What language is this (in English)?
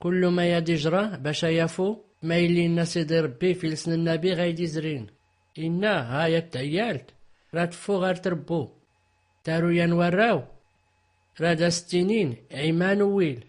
Tachelhit